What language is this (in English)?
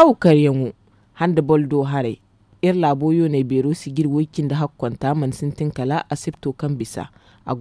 Zarma